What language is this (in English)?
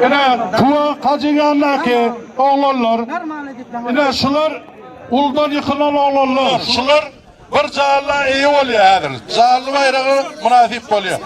Turkmen